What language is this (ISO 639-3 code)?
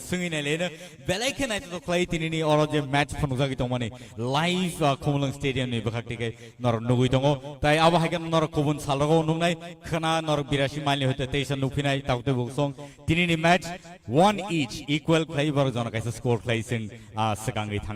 trp